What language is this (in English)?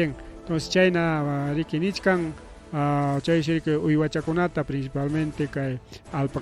Ayacucho Quechua